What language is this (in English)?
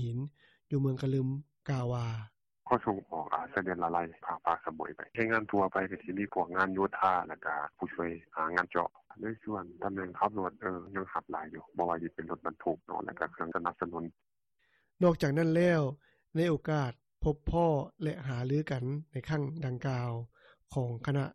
Lao